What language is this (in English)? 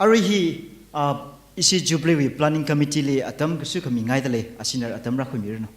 Tangkhul Naga (India)